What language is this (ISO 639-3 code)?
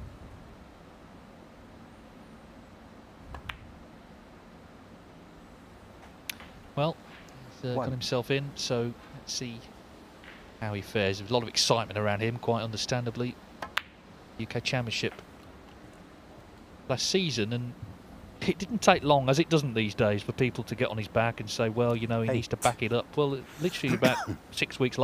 eng